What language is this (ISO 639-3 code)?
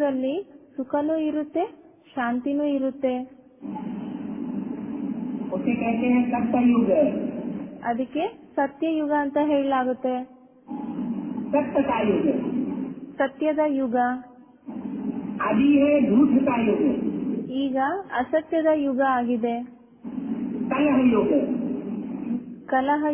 kan